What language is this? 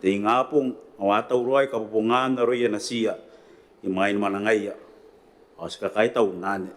Gilbertese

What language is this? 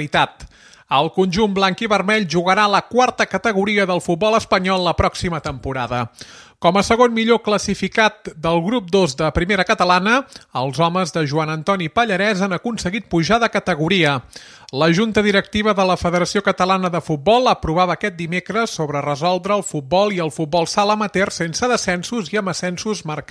Catalan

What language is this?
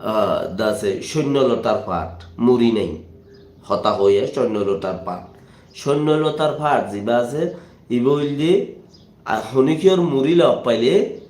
Rohingya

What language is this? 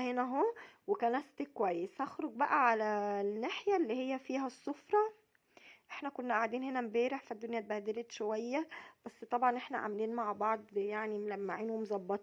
Egyptian Arabic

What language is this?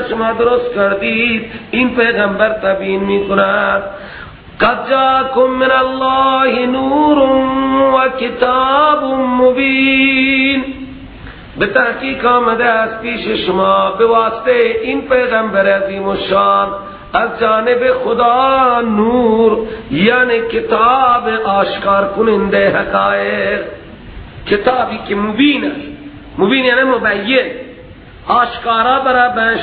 Persian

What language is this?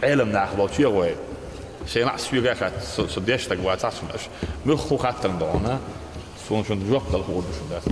Chechen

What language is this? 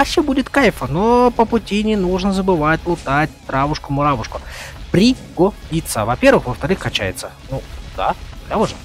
Russian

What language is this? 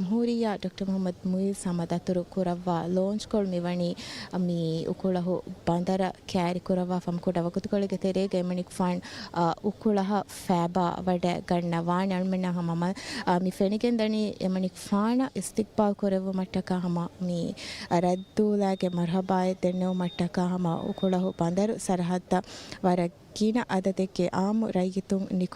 Divehi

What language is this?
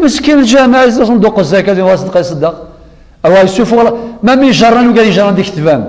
Kabyle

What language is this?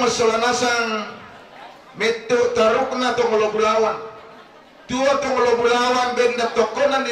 Toraja-Sa'dan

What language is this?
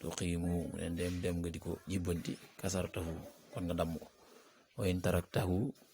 Wolof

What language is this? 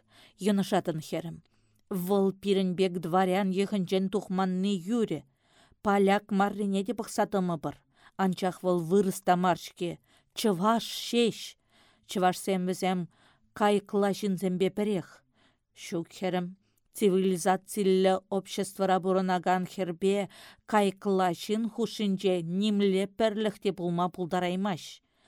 Chuvash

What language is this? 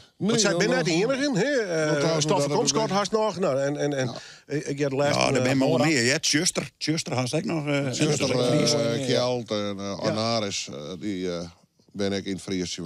Western Frisian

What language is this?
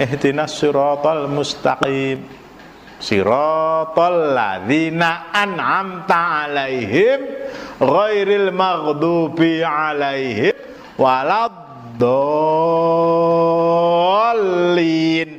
Javanese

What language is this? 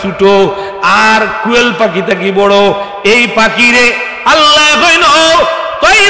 Sylheti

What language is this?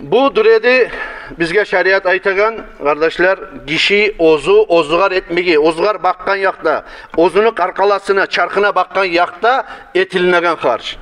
Kumyk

